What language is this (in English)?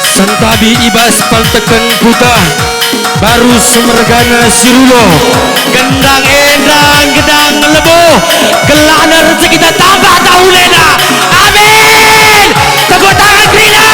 Batak Karo